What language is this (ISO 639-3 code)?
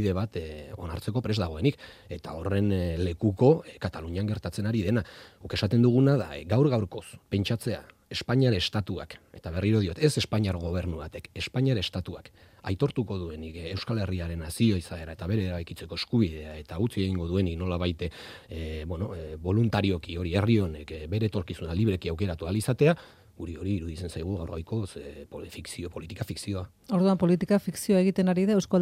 eus